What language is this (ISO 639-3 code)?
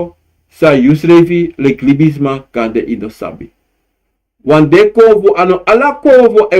srn